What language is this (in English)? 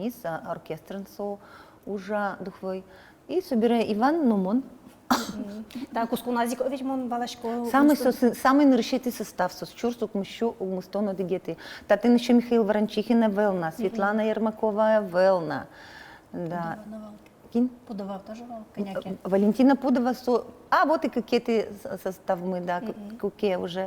Udmurt